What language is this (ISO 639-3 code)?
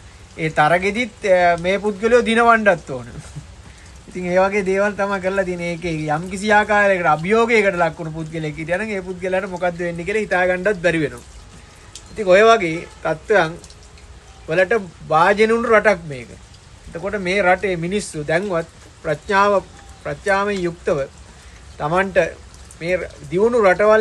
sin